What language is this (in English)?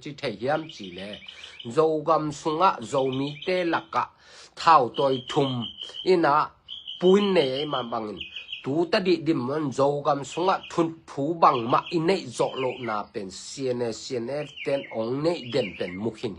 Tedim Chin